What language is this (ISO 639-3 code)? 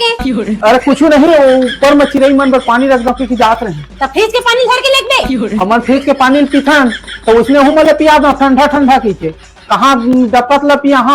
hne